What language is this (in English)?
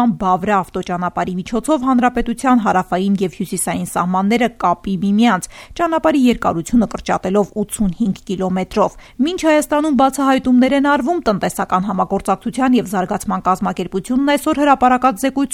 Armenian